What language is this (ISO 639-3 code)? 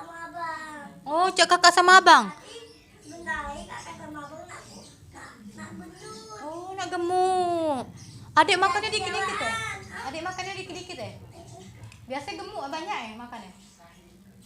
mui